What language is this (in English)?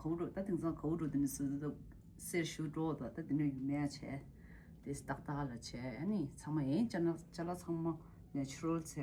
Tibetan